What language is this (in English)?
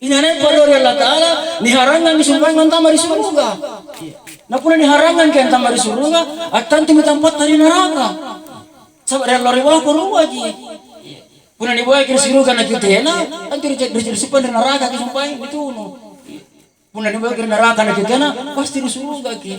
Makasar